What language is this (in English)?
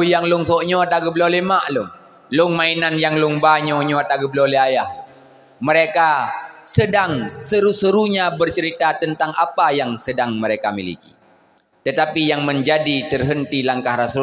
Achinese